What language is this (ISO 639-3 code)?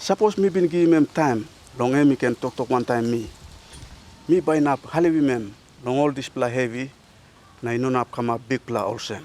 tpi